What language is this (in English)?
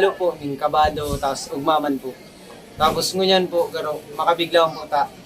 Bikol